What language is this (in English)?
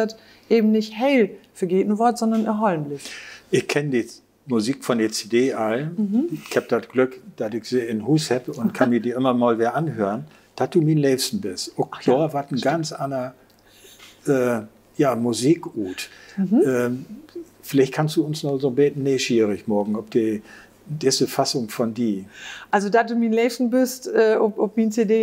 Low German